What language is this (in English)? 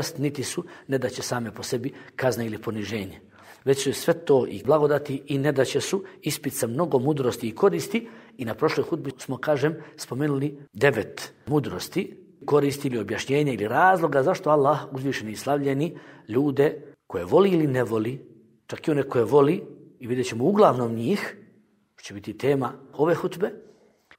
Bosnian